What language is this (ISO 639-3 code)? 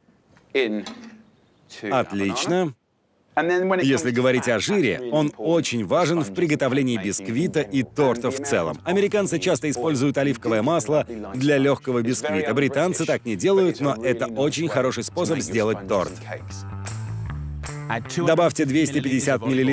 rus